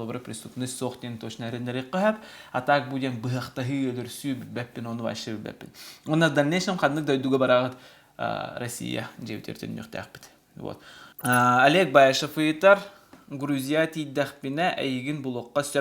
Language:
Yakut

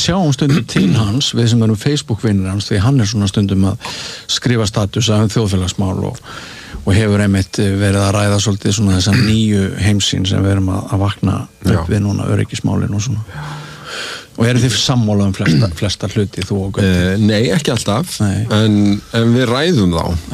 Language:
Icelandic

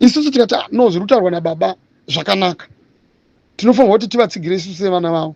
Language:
Shona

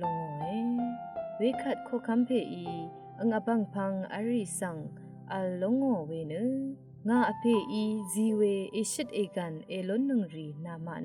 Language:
Rawang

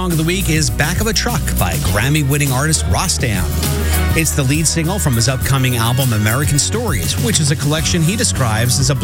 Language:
English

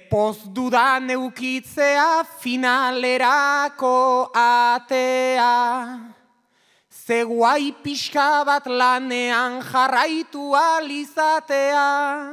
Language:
Basque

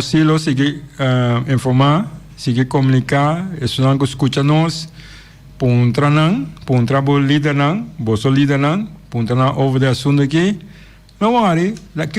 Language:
Papiamento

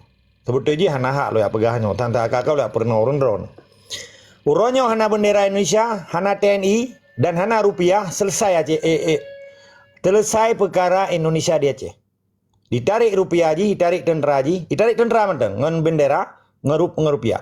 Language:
Achinese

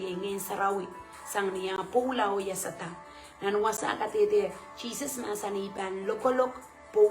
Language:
Pohnpeian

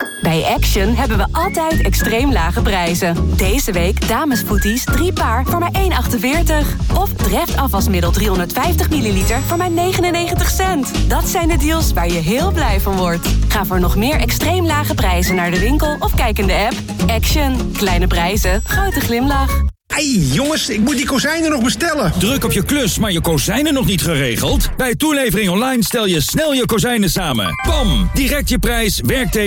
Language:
Dutch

